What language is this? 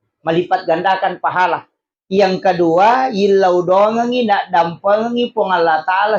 Buginese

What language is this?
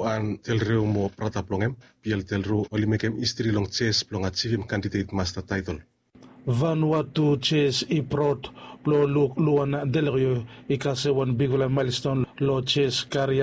Bislama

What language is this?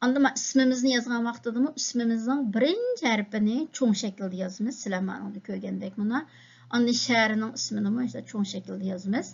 Uyghur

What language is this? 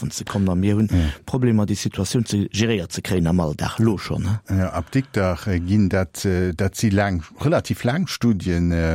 Luxembourgish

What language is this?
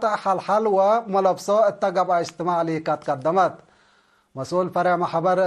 Tigre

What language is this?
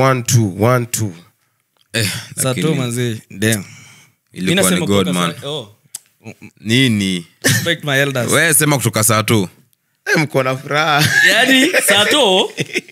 Swahili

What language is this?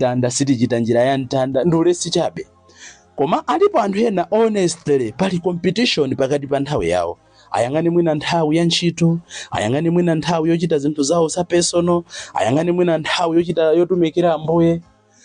Nyanja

